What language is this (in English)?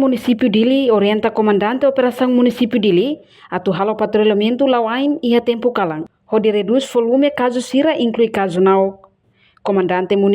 Tetum